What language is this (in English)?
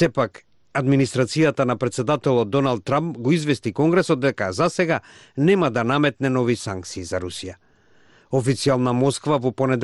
Macedonian